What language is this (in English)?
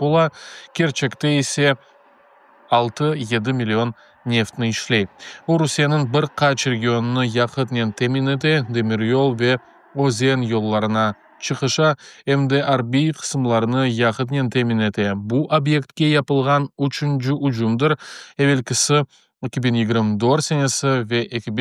Crimean Tatar